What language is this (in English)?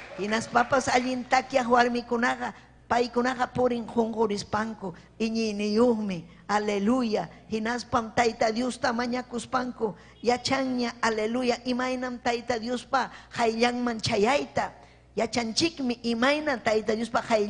Ayacucho Quechua